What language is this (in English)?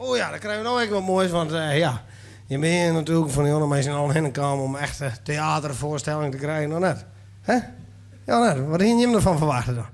Western Frisian